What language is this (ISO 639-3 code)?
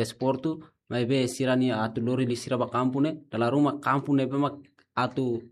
tet